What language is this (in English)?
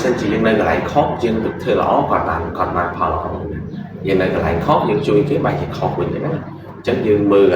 Khmer